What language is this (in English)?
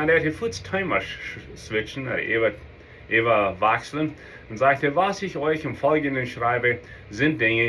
Plautdietsch